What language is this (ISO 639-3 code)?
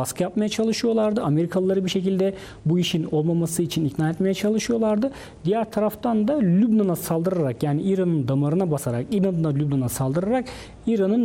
tur